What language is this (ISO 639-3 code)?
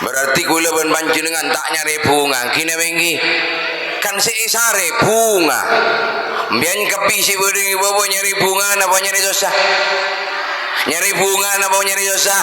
mad